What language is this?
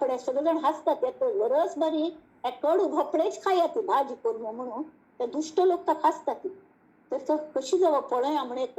Konkani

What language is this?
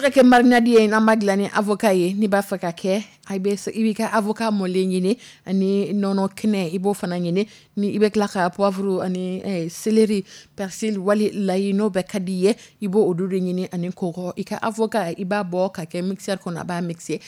Dyula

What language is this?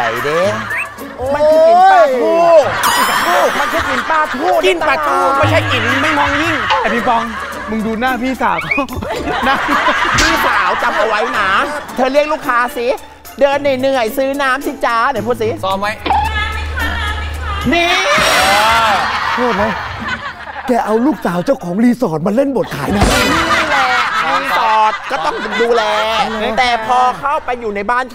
Thai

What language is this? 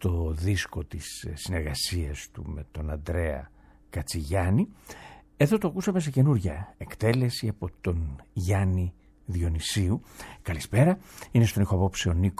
Greek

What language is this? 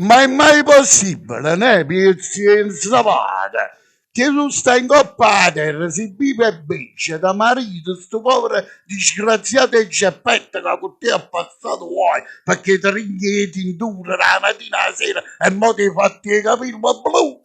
Neapolitan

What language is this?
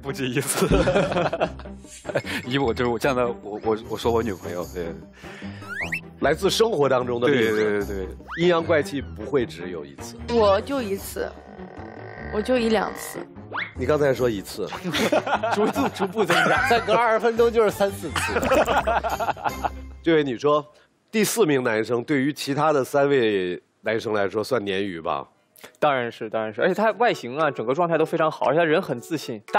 Chinese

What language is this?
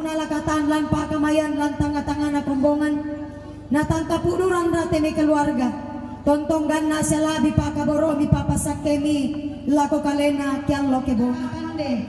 Toraja-Sa'dan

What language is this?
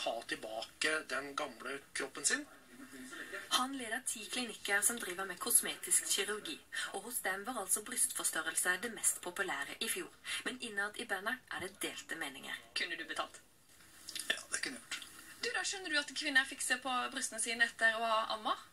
Norwegian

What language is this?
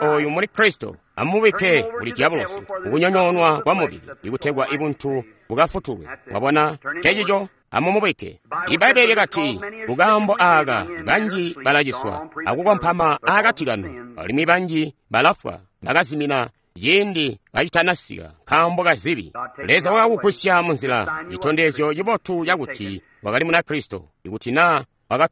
Tonga (Zambia)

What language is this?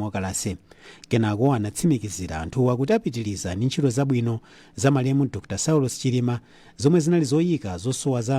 Nyanja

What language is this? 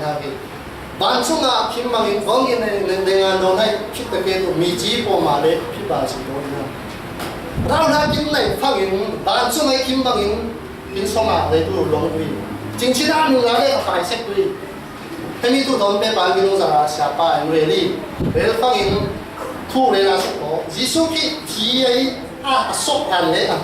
Falam Chin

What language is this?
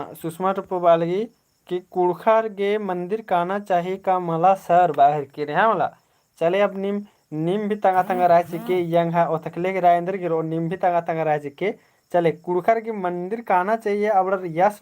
Kurukh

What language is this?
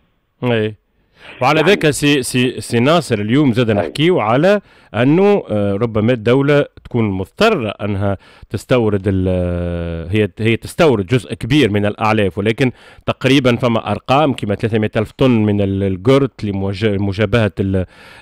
Tunisian Arabic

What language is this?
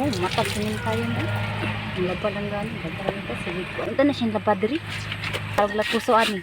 Cebuano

